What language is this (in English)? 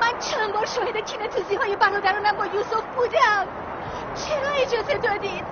Tajik